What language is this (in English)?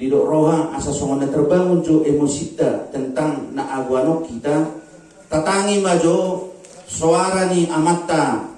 Batak Toba